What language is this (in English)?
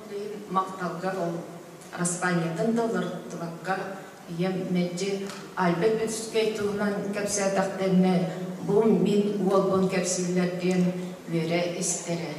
Yakut